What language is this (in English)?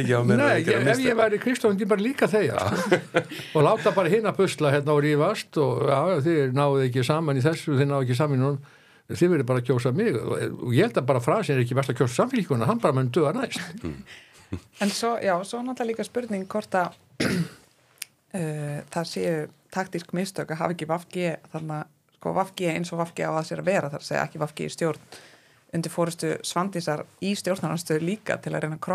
Icelandic